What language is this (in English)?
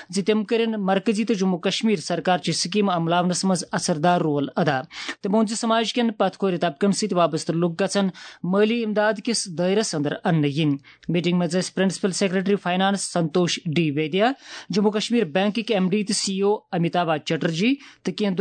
Kashmiri